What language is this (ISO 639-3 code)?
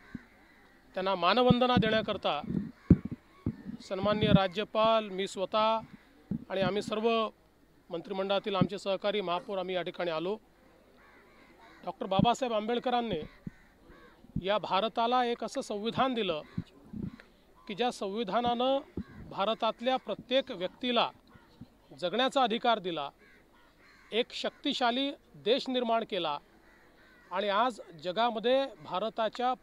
mar